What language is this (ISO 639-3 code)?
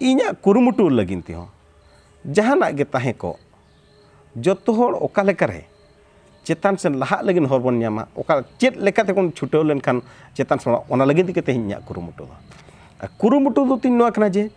sat